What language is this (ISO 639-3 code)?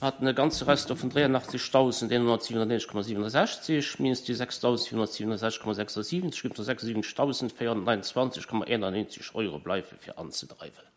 ltz